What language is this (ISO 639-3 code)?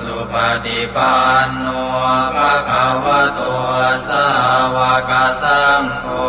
pli